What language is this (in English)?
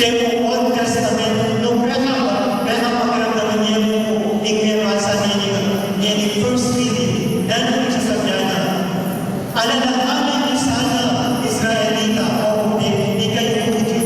Pampanga